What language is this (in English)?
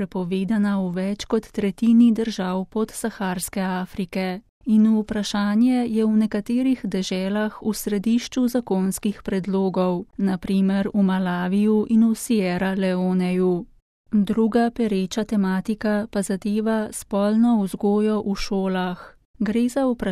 Slovenian